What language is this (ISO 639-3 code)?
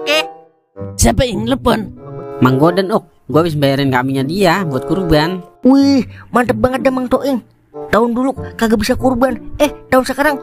bew